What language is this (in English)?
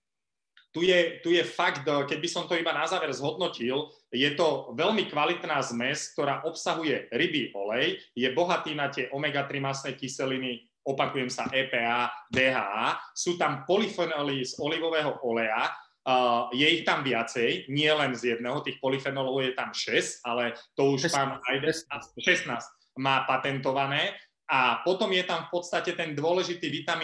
Slovak